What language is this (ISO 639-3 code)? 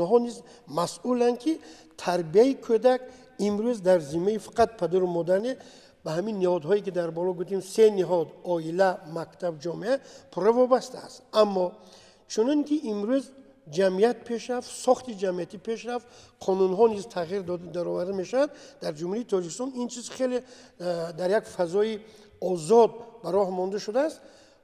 tgk